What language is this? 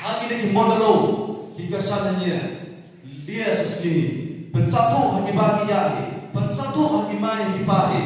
Khasi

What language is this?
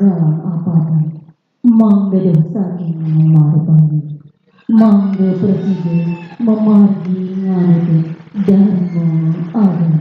Balinese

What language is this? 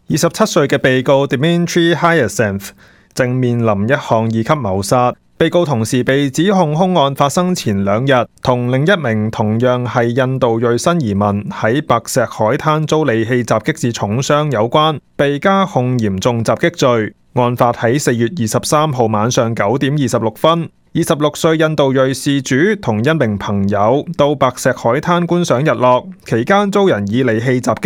Cantonese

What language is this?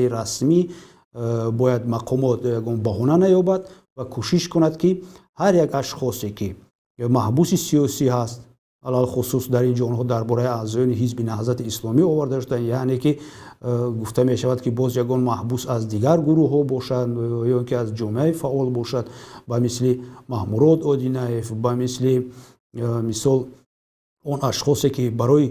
Tajik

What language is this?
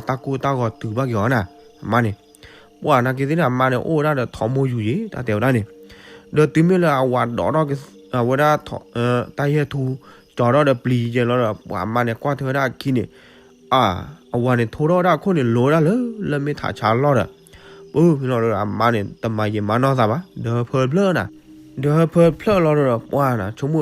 S'gaw Karen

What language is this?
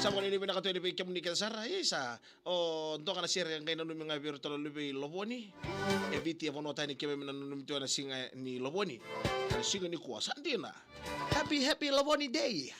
Fijian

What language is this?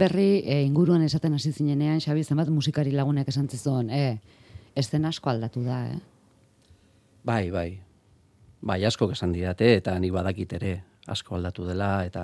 Basque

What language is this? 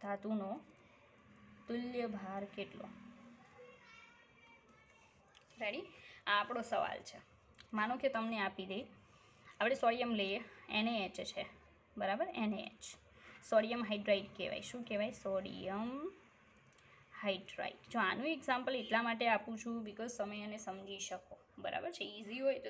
Gujarati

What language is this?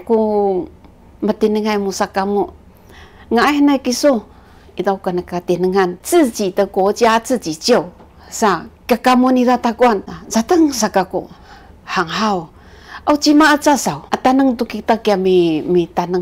Sakizaya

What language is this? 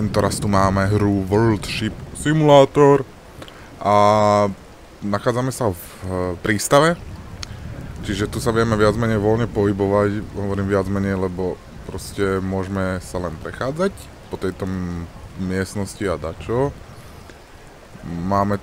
Slovak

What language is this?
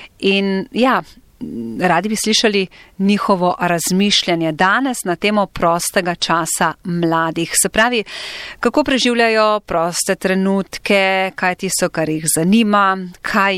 Slovenian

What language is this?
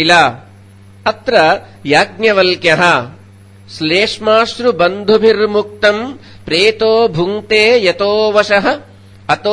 Sanskrit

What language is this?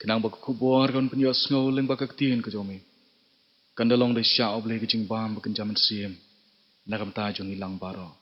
Khasi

